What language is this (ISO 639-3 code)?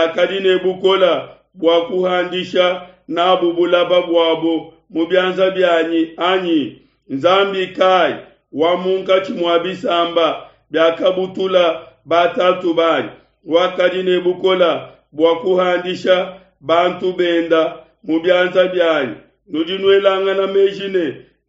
lua